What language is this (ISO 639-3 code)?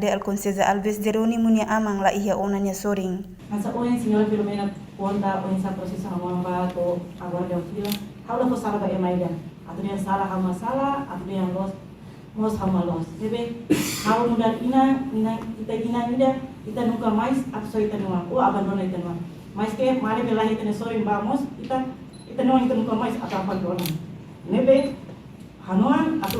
tet